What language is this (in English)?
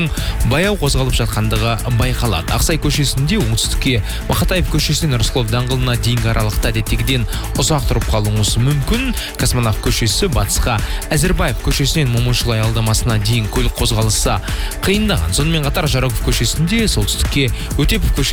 Kazakh